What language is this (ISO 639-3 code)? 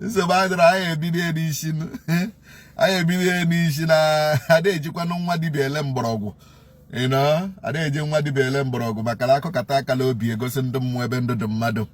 ibo